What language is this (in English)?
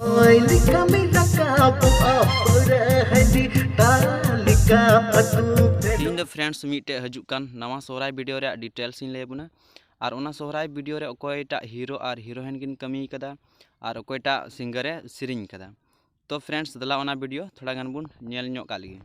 Santali